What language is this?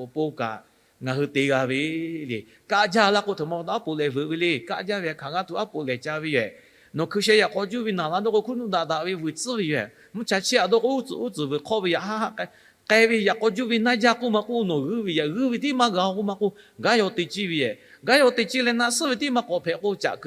Lahu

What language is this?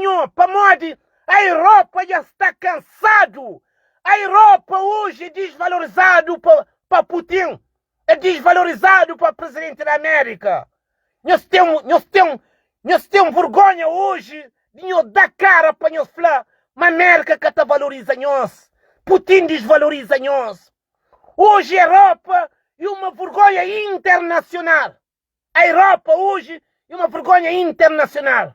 Kabuverdianu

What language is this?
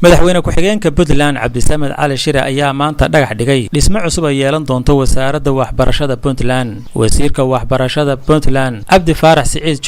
Somali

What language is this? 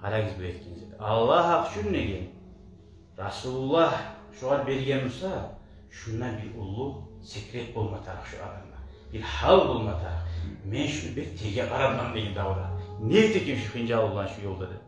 Kumyk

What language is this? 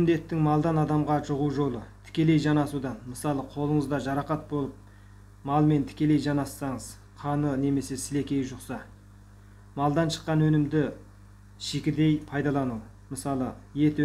Kazakh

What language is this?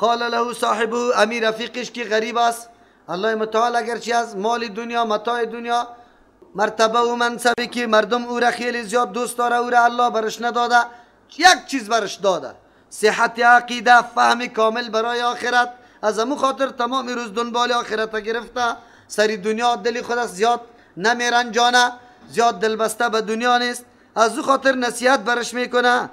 Persian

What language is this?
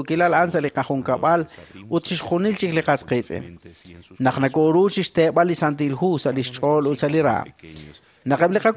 Kekchí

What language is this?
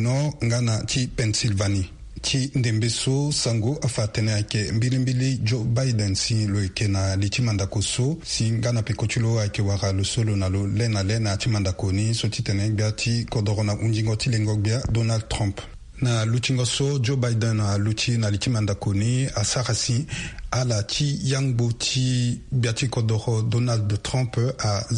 Sango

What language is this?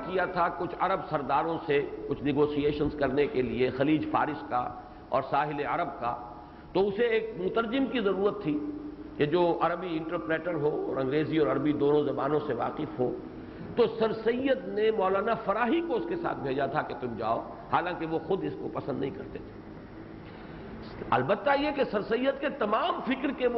Urdu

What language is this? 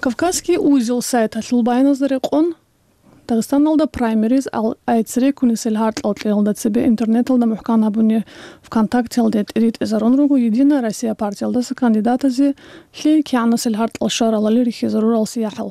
Avaric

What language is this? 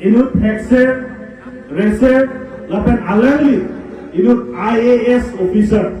Karbi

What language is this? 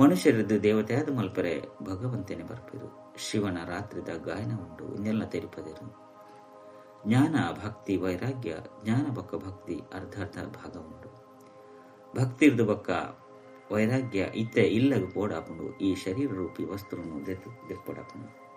Tulu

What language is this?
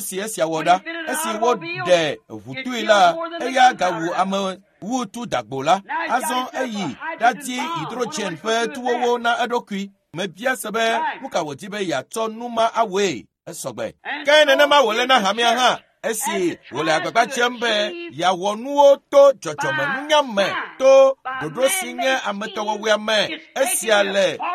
Ewe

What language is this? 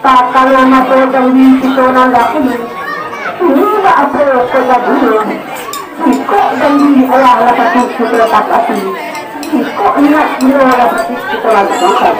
Minangkabau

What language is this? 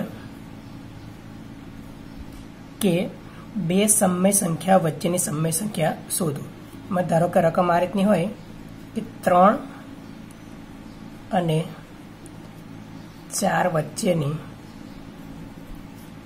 Gujarati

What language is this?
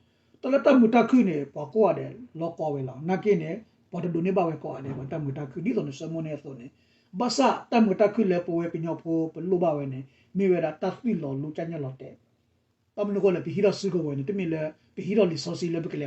S'gaw Karen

